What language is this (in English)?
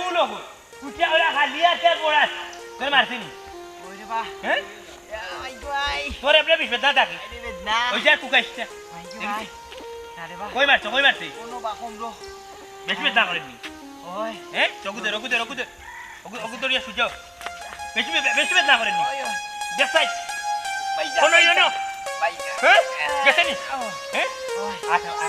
Sylheti